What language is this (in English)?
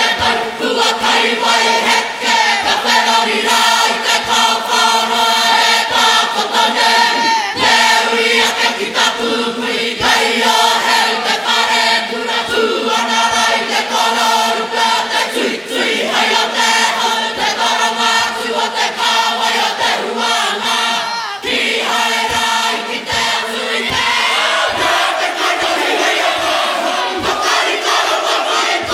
Māori